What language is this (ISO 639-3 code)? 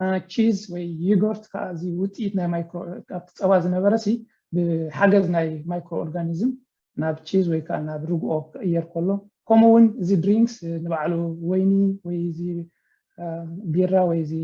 tir